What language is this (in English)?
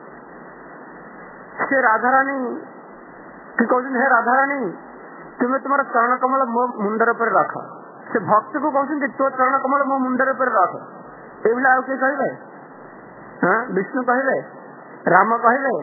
Odia